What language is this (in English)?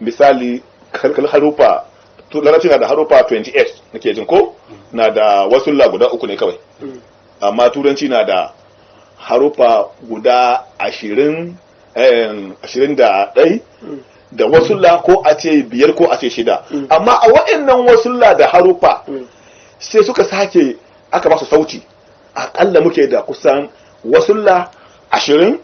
Hausa